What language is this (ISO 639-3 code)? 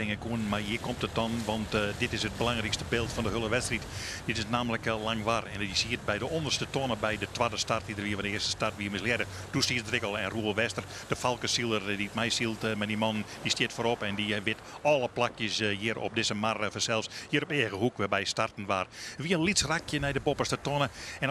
fry